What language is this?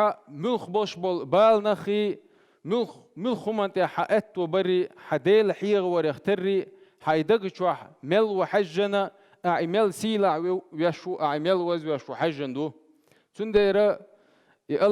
Chechen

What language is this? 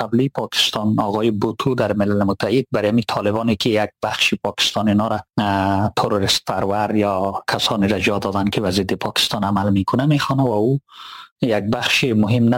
Persian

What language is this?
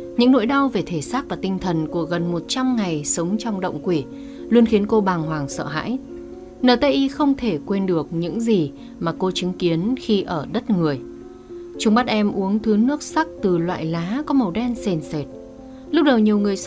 Vietnamese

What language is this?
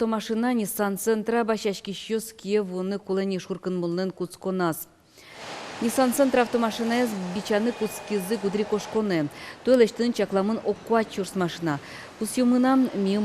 Udmurt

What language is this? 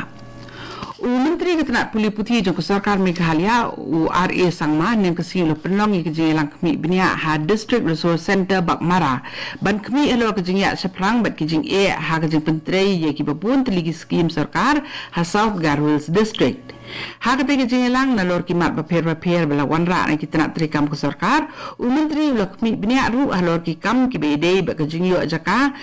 Khasi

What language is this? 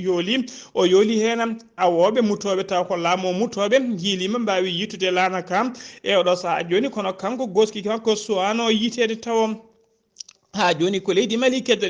Fula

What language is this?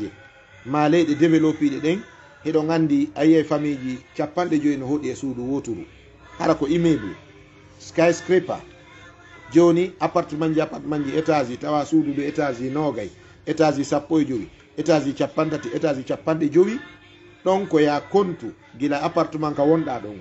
Fula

